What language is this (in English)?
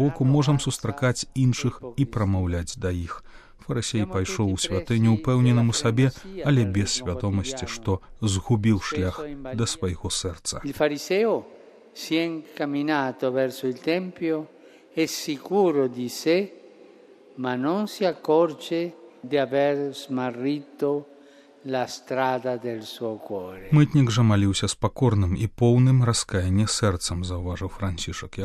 Belarusian